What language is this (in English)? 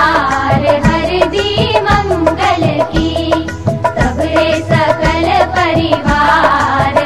Bhojpuri